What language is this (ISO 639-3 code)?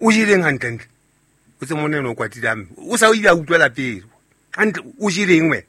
sot